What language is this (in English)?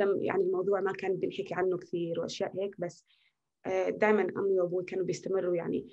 North Levantine Arabic